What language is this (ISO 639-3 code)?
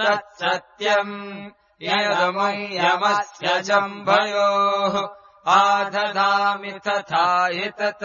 san